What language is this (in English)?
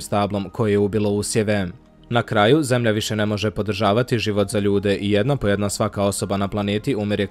Bosnian